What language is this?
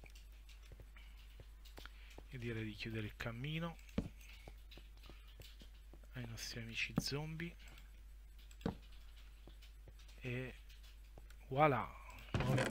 Italian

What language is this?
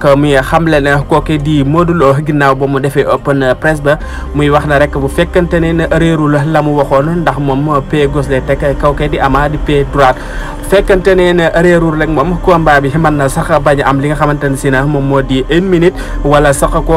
Wolof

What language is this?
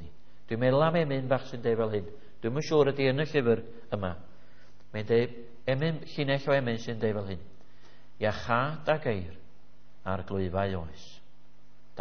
Welsh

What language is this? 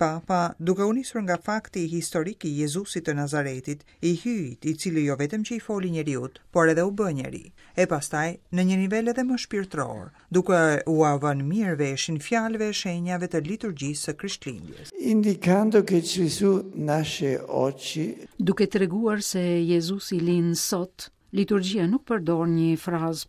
Albanian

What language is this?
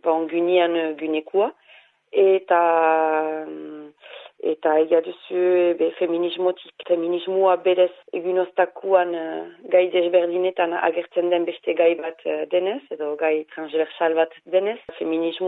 Basque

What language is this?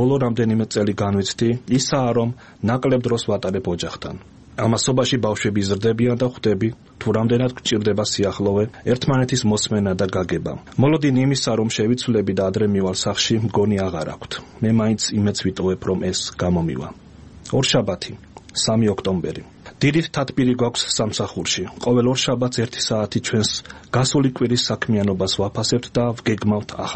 Georgian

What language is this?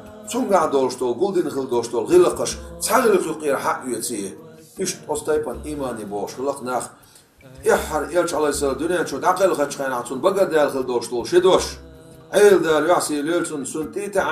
Chechen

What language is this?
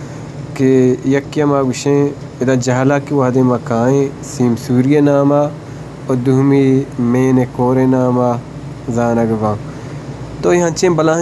Baluchi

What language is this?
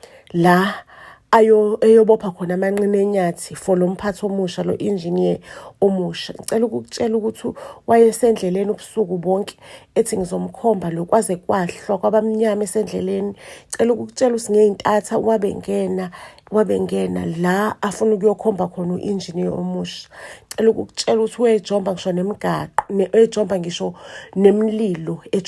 Zulu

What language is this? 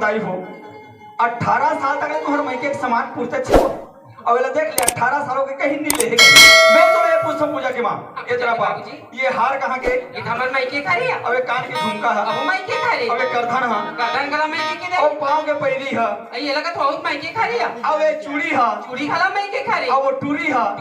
Chhattisgarhi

